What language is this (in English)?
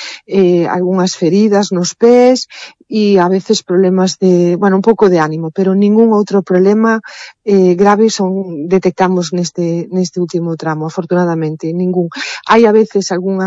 Galician